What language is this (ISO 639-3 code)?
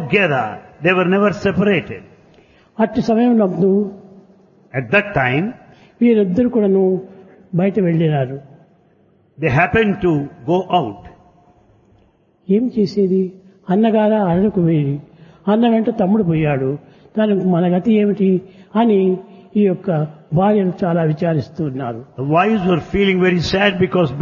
tel